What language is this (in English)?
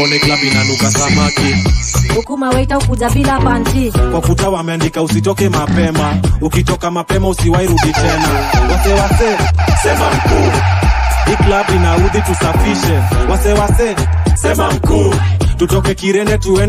Swahili